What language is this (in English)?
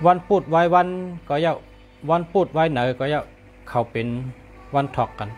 Shan